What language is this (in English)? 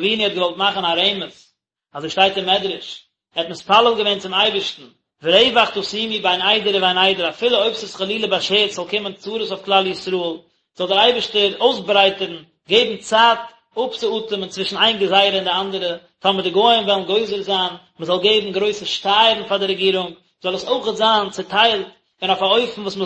Yiddish